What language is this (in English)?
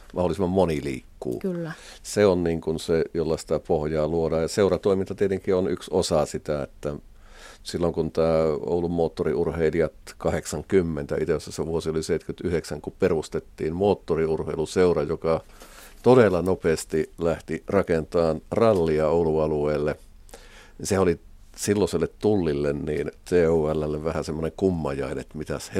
Finnish